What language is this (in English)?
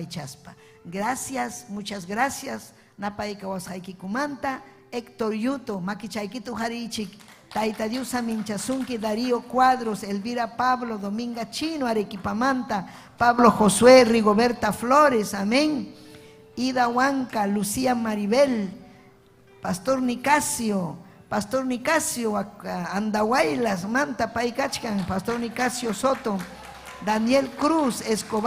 Ayacucho Quechua